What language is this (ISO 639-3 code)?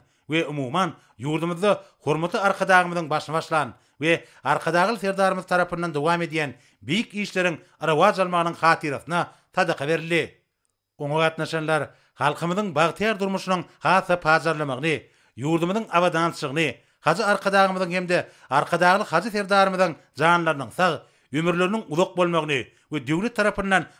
tuk